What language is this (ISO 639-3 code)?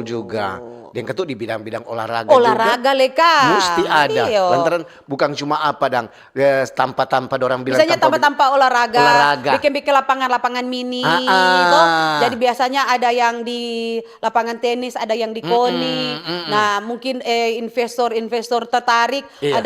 xmm